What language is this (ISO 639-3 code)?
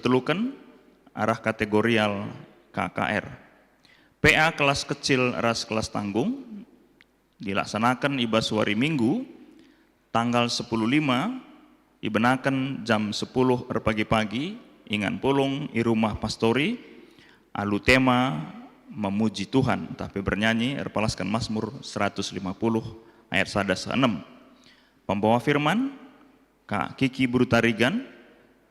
btx